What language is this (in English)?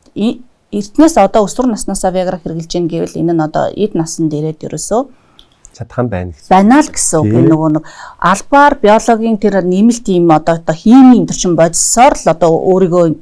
Mongolian